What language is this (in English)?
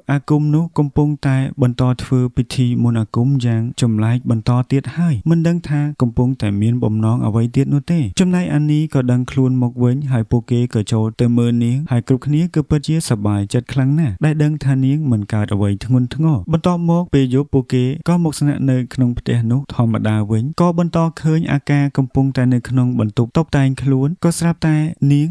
Khmer